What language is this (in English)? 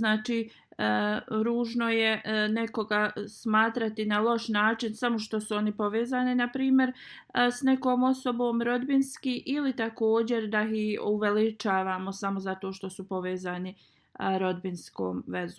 Bosnian